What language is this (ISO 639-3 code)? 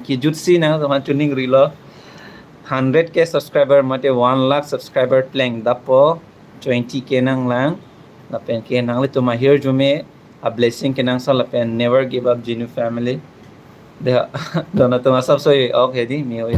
mjw